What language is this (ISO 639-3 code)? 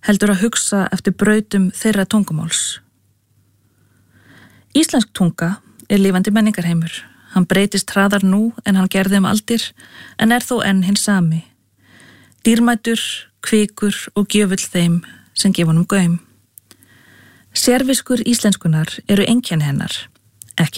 isl